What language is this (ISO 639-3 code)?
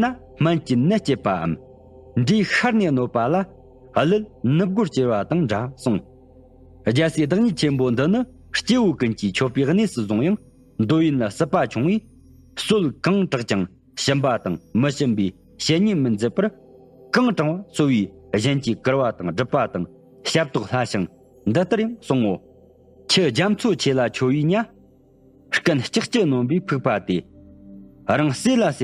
bod